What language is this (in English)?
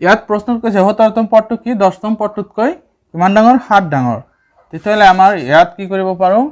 Assamese